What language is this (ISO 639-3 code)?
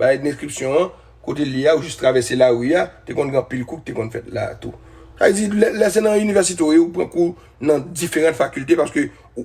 hat